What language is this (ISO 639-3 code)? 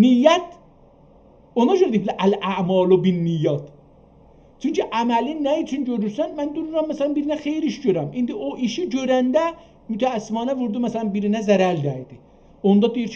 azb